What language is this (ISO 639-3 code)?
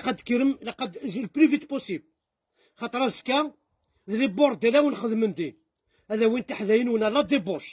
kab